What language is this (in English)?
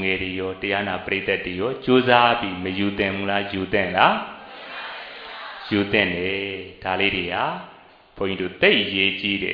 Burmese